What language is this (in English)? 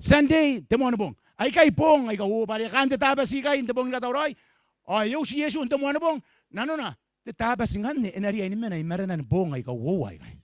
Gilbertese